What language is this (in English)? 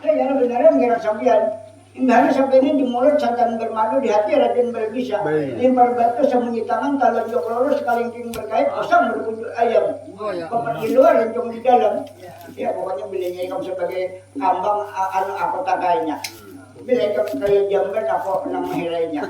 Banjar